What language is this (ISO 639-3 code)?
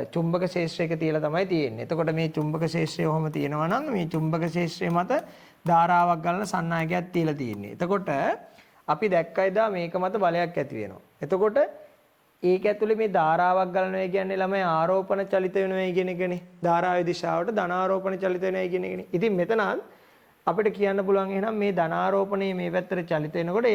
sin